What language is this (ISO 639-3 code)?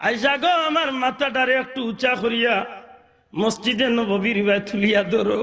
syl